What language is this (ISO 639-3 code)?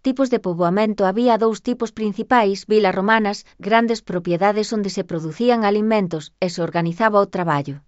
glg